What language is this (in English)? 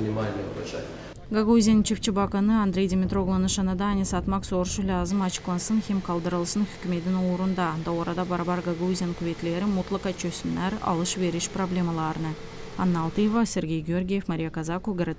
Gagauz